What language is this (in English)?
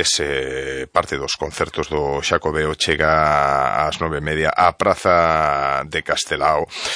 Galician